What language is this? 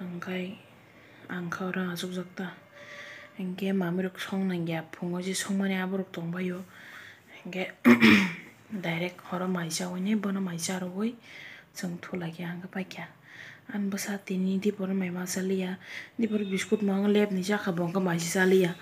Kok Borok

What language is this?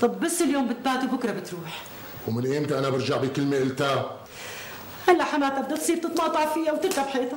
North Levantine Arabic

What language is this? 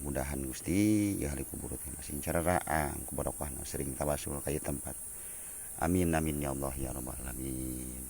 Sundanese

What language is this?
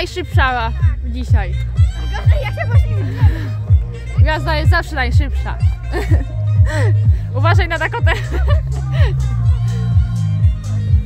Polish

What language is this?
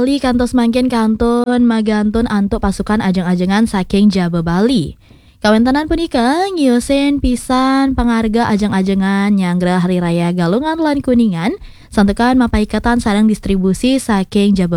Balinese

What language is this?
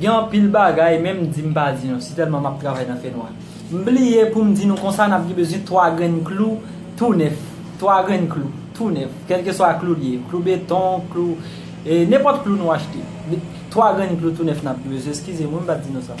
Haitian Creole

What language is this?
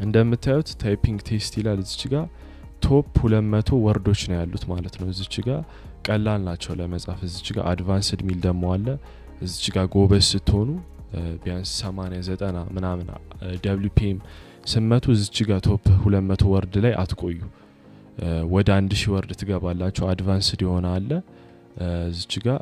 Amharic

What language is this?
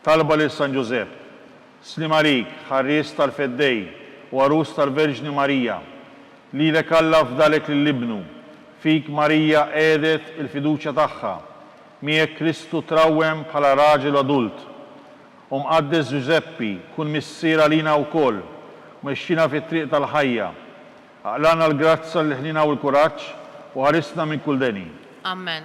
Maltese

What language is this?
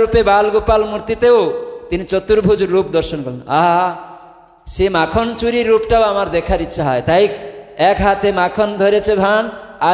Bangla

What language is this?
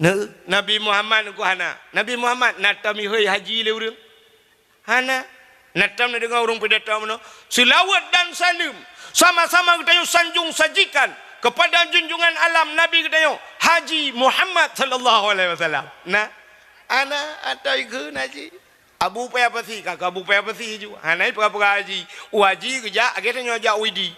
Achinese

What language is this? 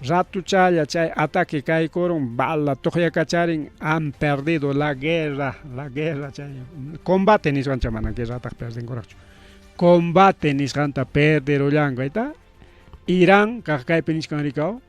Ayacucho Quechua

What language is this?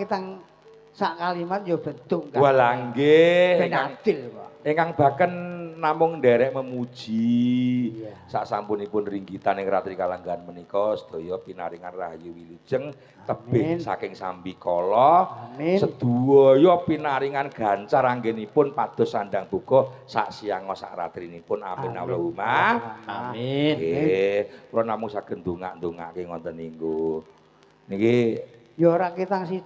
Javanese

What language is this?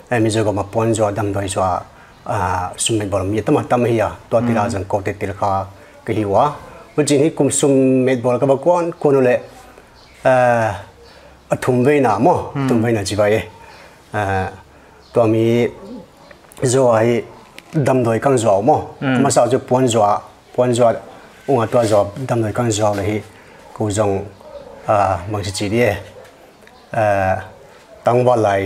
Paite Chin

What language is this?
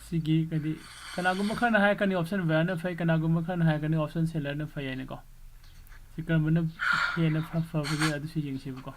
Manipuri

